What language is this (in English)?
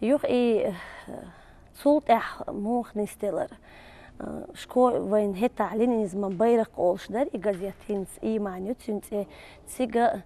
Chechen